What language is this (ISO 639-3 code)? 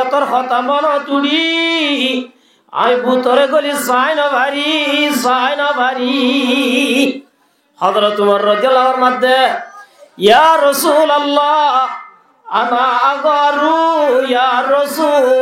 rhg